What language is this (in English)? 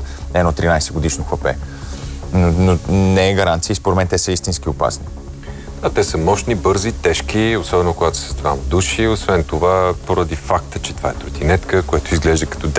Bulgarian